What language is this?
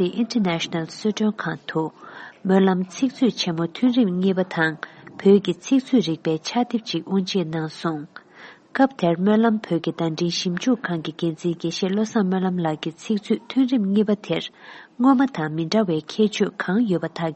Tibetan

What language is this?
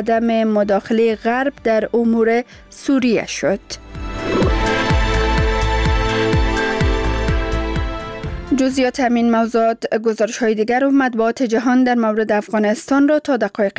Persian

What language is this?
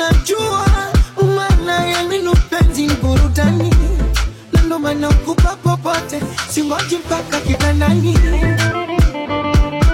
Swahili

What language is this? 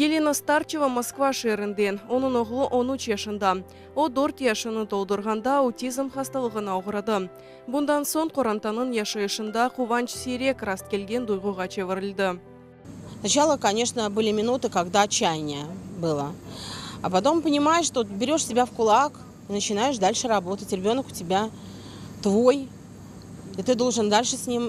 Crimean Tatar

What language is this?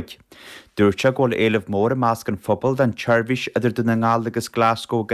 Irish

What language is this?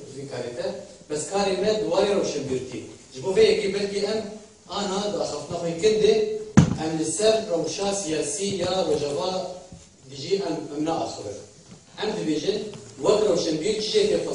Kurdish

